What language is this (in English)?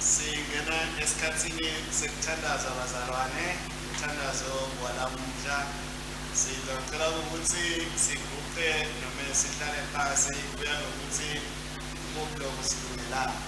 Swati